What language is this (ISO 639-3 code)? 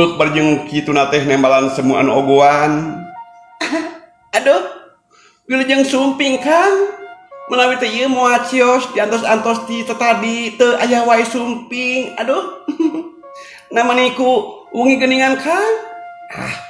sun